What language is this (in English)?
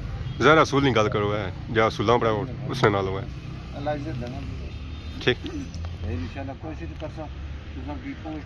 Pahari-Potwari